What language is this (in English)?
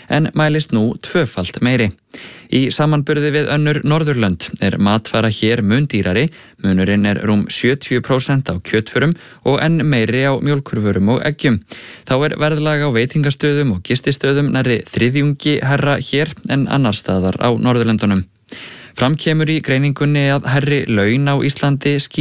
Icelandic